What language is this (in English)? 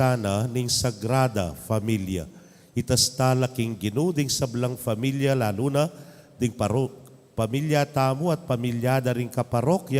Pampanga